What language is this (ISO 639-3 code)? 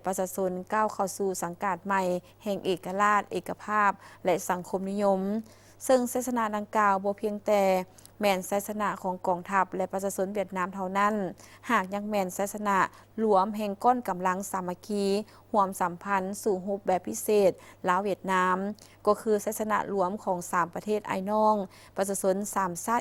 lao